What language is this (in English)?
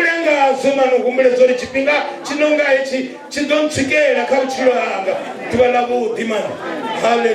Venda